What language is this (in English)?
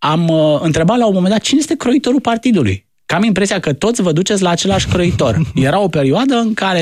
Romanian